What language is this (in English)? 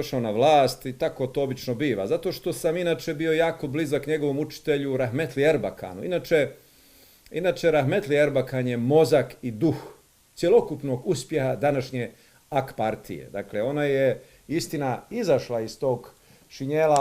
Bosnian